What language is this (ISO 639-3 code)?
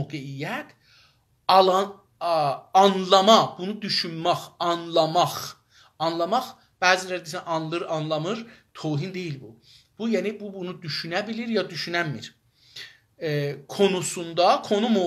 azb